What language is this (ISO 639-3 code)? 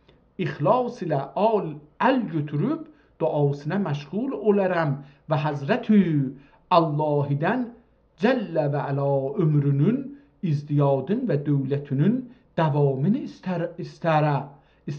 azb